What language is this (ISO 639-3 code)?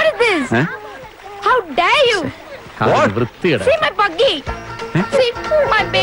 mal